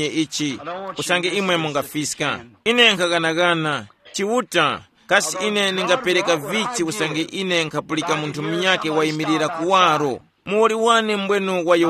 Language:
Tumbuka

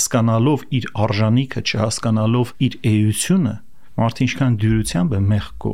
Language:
Armenian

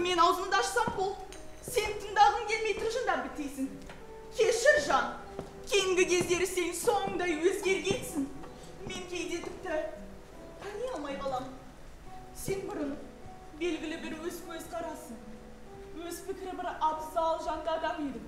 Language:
Kazakh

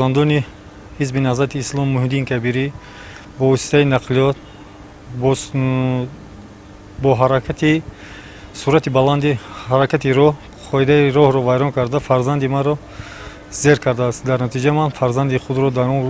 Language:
Tajik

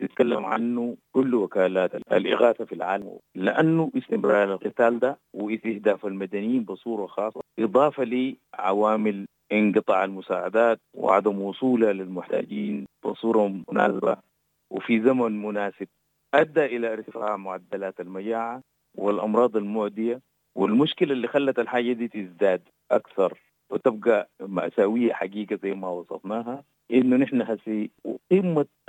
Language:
Sudanese Arabic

